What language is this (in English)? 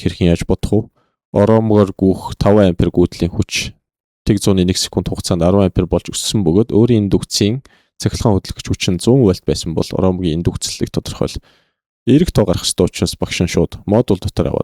Mongolian